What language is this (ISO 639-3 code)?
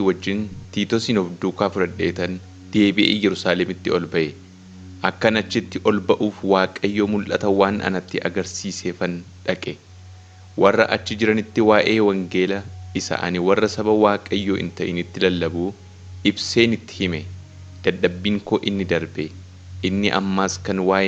orm